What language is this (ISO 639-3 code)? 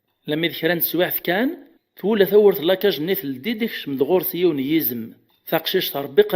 kab